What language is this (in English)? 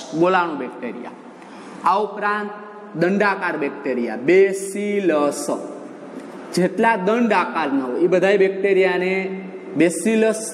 Gujarati